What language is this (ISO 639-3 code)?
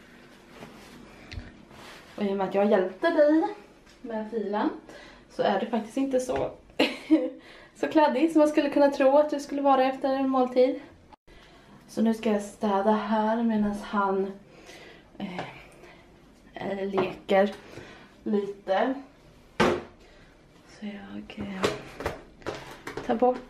swe